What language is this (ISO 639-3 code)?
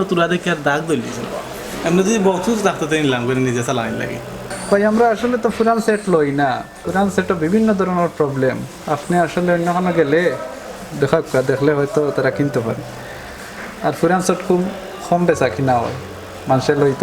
syl